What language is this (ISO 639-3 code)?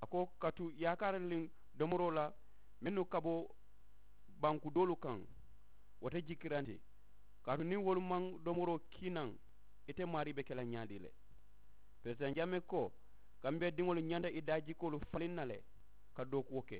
man